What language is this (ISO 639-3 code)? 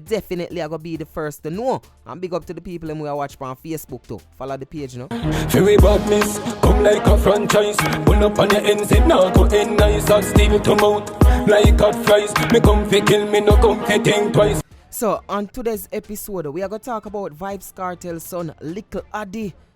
jam